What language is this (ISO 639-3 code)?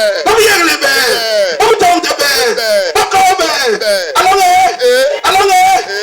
bas